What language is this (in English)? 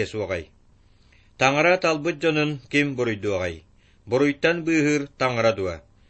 Yakut